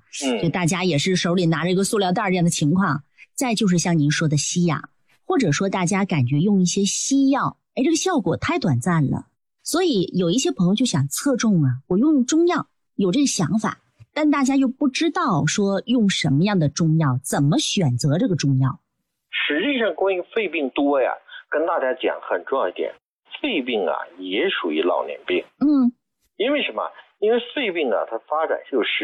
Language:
Chinese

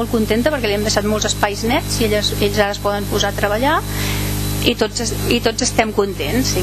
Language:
Catalan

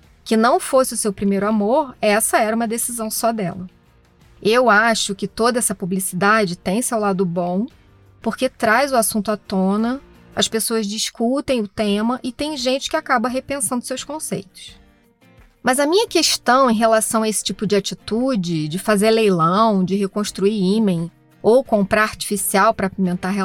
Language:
Portuguese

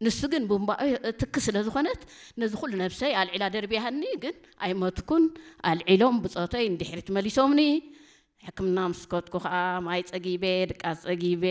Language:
Tigrinya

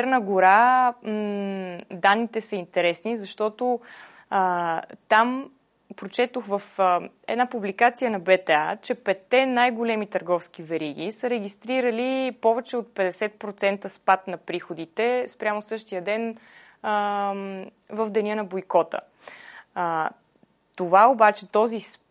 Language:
Bulgarian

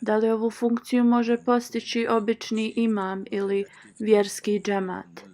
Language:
Bosnian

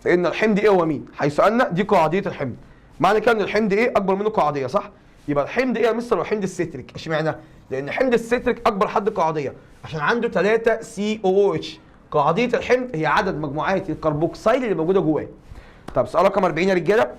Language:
Egyptian Arabic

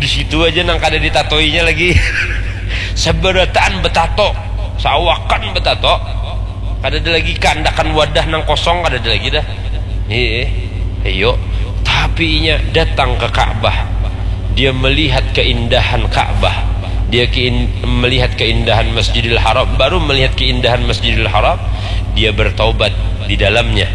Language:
Banjar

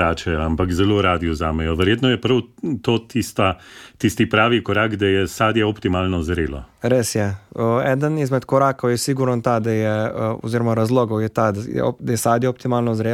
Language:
Slovenian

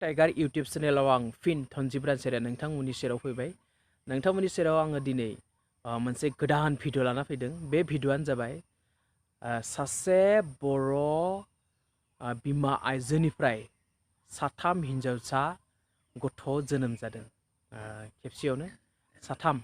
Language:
Bodo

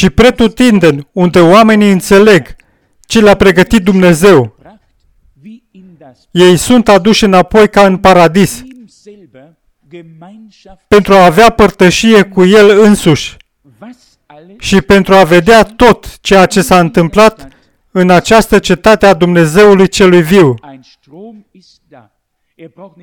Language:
Romanian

